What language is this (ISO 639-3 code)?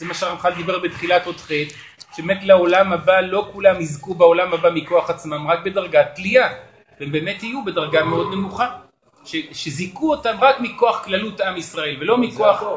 heb